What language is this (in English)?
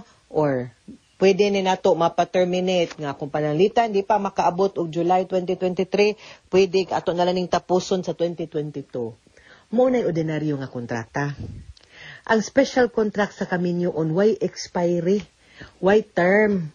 Cebuano